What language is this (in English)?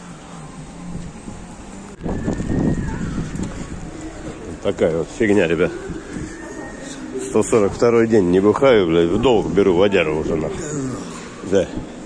Russian